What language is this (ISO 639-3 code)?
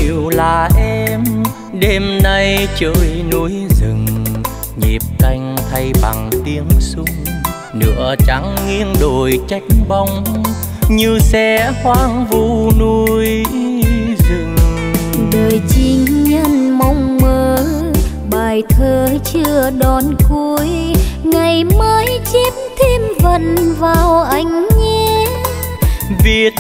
vie